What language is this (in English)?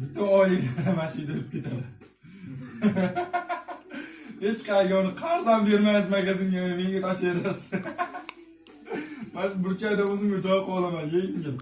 Uzbek